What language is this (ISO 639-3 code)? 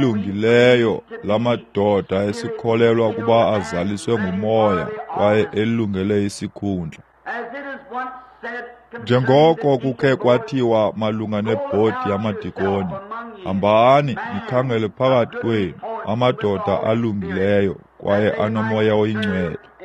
xho